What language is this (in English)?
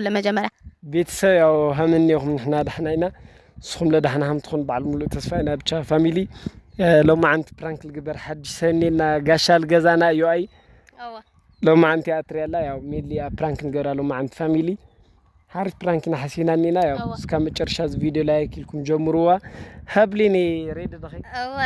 Tigrinya